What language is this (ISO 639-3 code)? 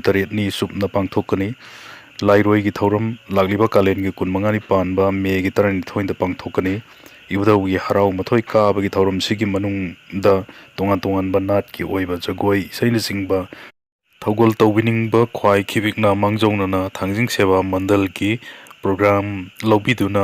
mni